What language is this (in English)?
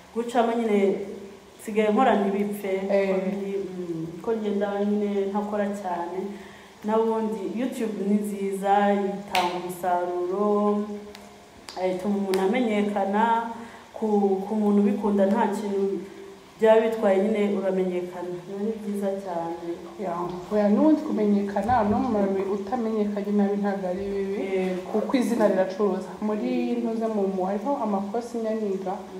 Kinyarwanda